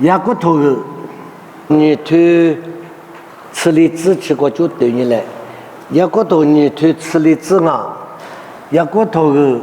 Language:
Lisu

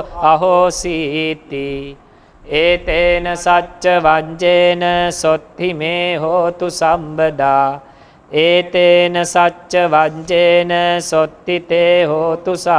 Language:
Pali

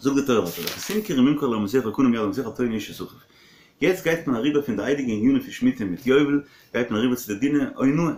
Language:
Yiddish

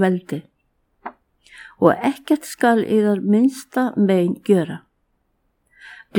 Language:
Icelandic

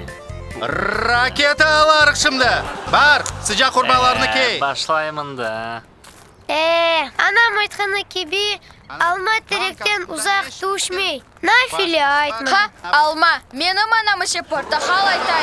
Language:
Crimean Tatar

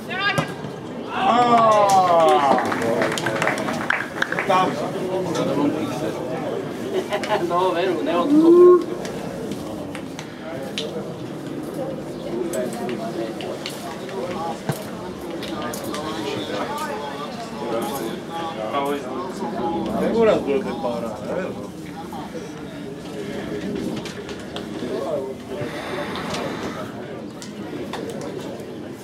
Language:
Slovak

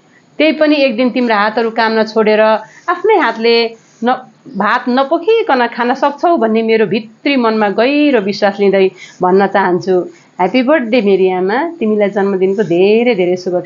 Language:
Nepali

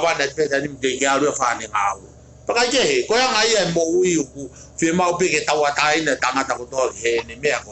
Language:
Tongan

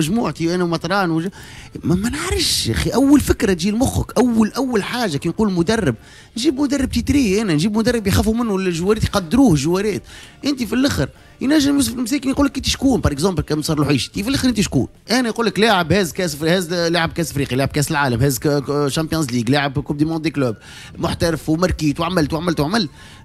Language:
Tunisian Arabic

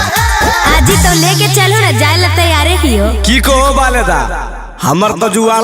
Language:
Magahi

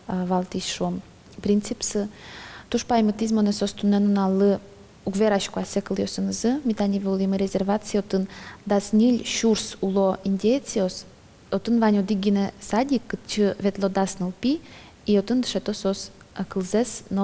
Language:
Udmurt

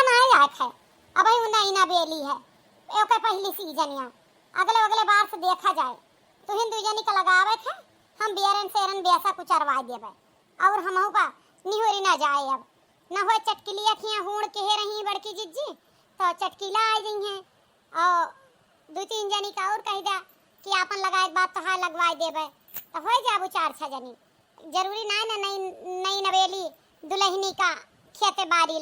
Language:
Awadhi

